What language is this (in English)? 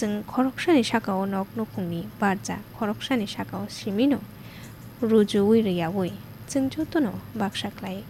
Kok Borok